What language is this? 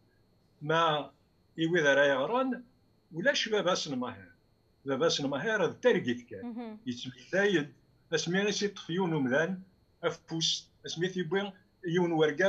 Kabyle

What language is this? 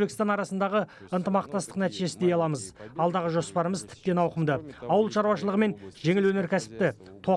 Kazakh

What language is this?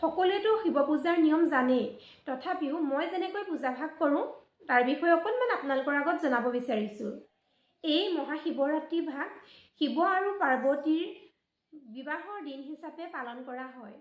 Assamese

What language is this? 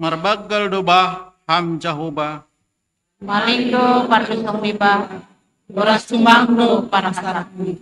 Batak Simalungun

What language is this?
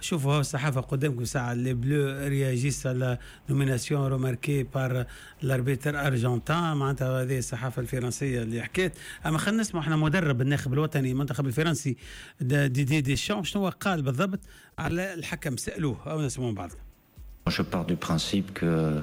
Tunisian Arabic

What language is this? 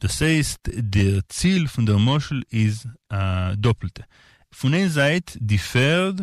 Yiddish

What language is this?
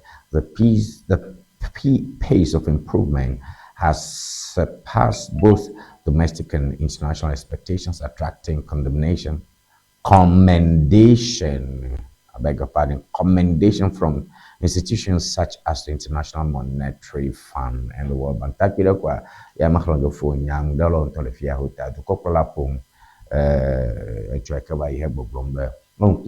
Ewe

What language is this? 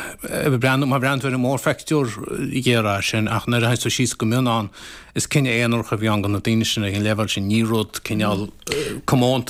Irish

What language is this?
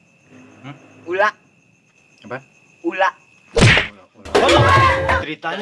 Betawi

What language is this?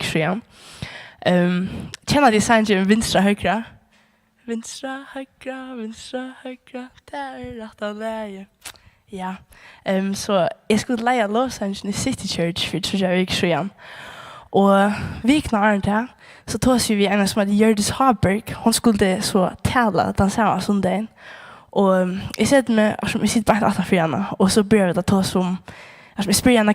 Faroese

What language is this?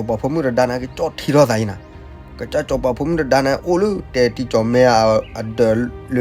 S'gaw Karen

